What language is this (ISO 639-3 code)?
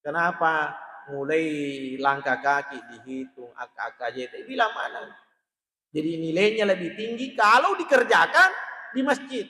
bug